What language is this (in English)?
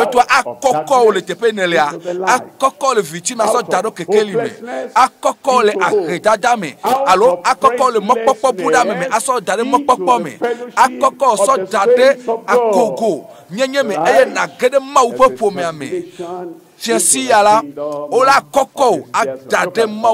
Ewe